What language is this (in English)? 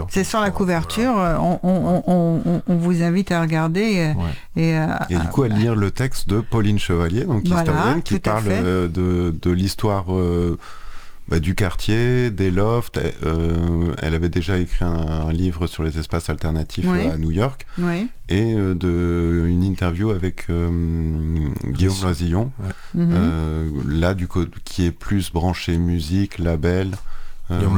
French